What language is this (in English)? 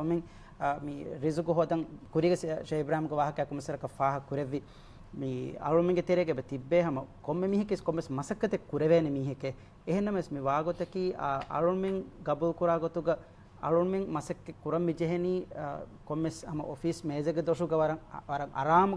Divehi